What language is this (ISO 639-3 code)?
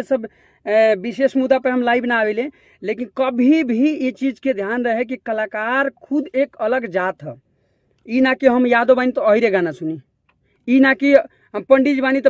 bho